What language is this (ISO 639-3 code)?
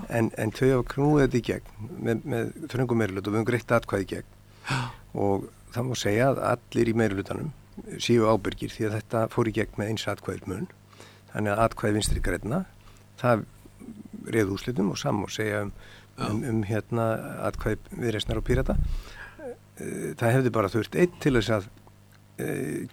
isl